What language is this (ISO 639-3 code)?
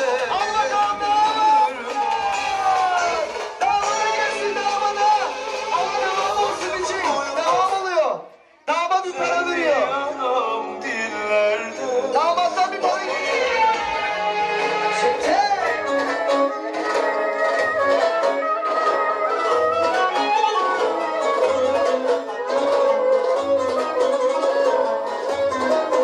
tur